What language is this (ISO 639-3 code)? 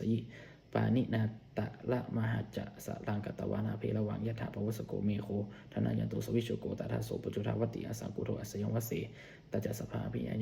pli